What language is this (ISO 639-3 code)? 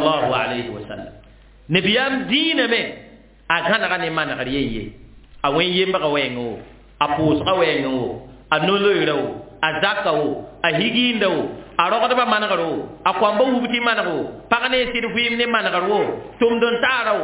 mos